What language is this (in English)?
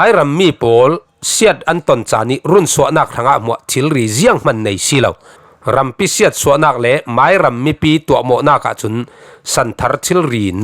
Falam Chin